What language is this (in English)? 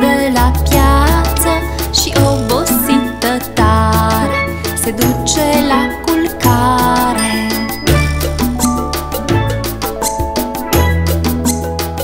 Romanian